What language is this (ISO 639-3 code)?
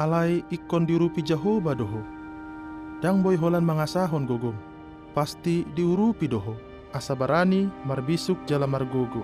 bbc